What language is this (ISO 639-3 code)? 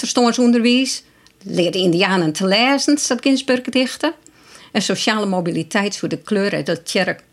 fry